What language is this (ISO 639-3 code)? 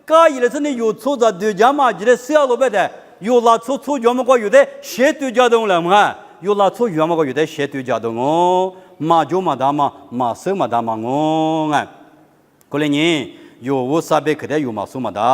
lis